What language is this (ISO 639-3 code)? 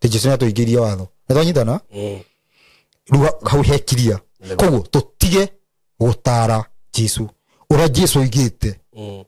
kik